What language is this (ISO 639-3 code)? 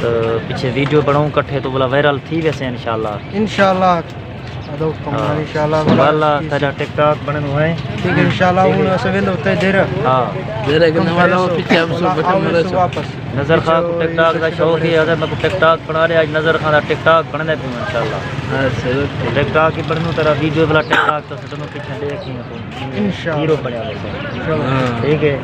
skr